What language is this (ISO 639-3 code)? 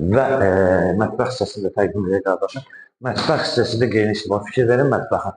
aze